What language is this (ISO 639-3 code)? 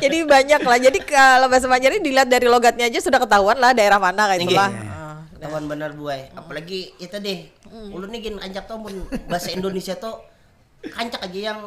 bjn